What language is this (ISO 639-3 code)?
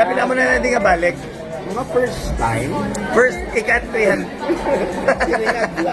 hil